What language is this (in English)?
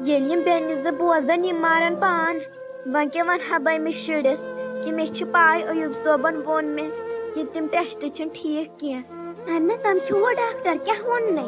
Kashmiri